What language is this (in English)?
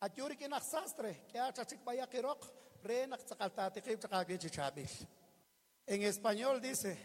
Kekchí